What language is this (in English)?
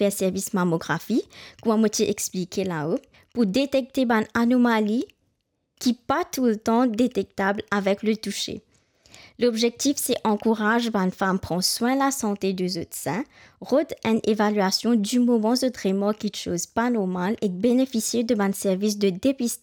Morisyen